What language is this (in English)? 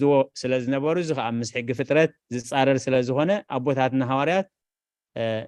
Tigrinya